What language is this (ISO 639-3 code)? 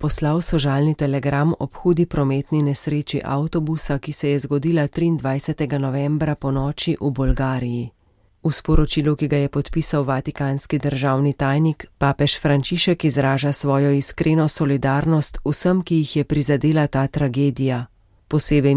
slv